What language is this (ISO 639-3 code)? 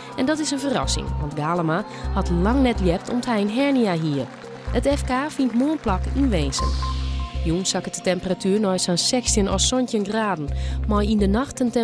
fry